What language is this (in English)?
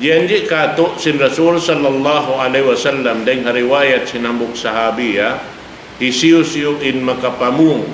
Tausug